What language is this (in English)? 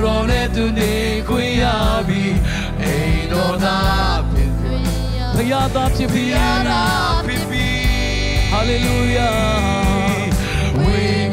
Burmese